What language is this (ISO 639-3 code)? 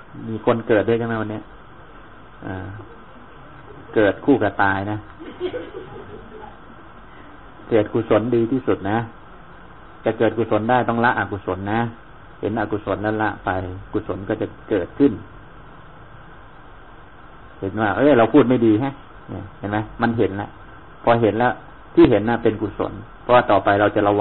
tha